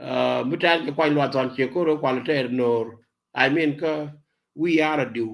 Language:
Nuer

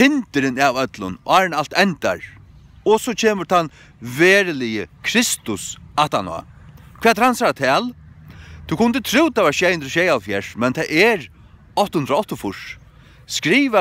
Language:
Faroese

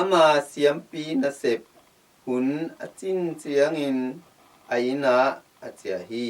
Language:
Tedim Chin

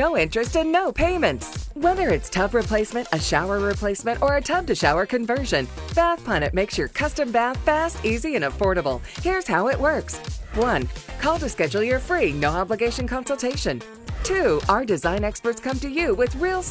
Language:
English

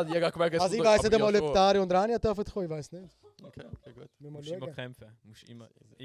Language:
Swiss German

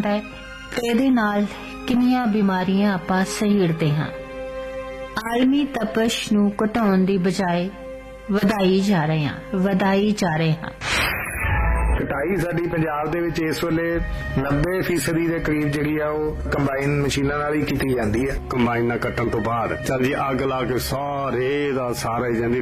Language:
Punjabi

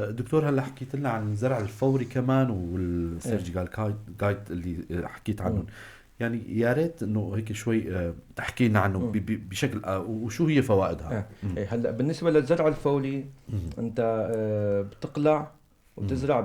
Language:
North Levantine Arabic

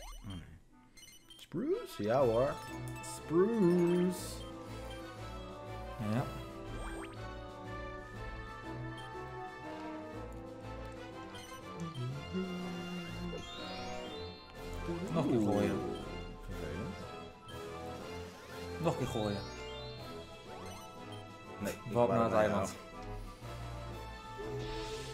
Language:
Dutch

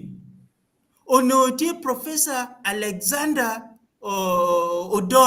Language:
Acoli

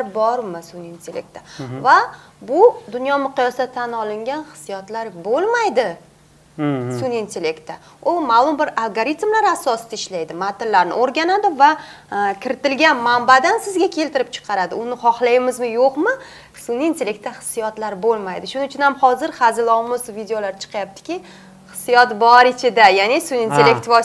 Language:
Uzbek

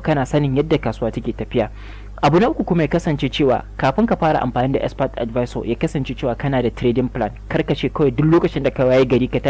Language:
Hausa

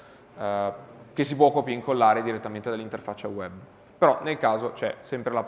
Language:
Italian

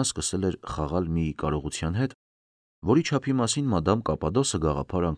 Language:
Armenian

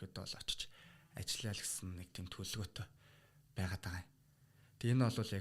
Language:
Mongolian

